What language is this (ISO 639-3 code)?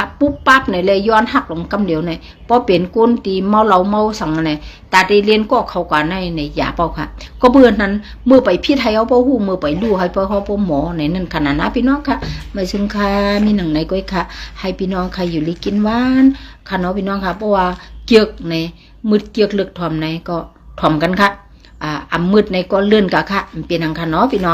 shn